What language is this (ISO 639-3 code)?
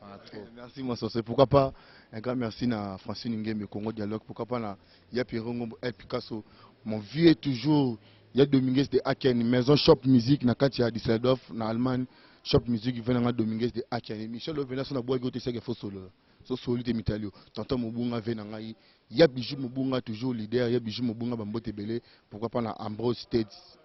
lin